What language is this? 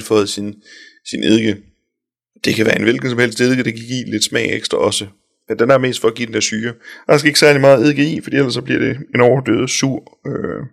Danish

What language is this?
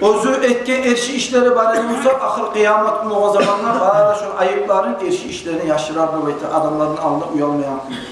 Kumyk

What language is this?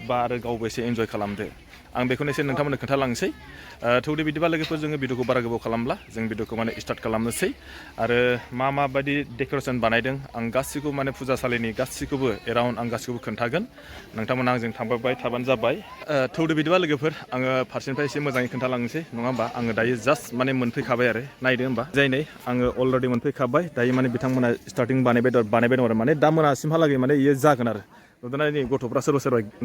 Bodo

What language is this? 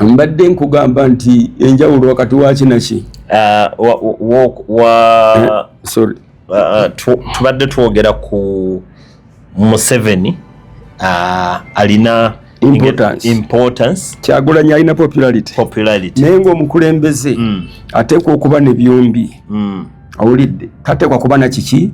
Ganda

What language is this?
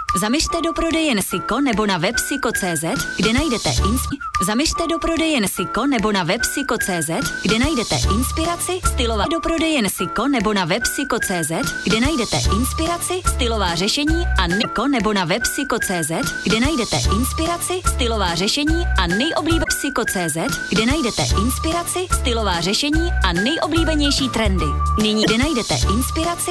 Czech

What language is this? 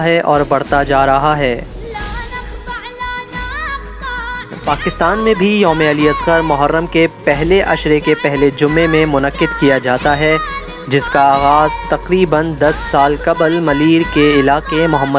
Urdu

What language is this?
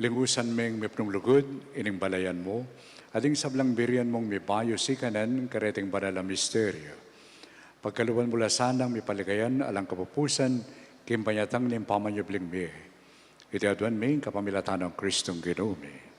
Pampanga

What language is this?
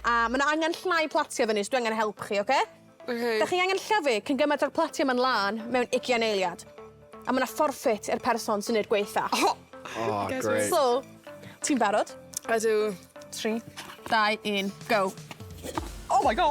Welsh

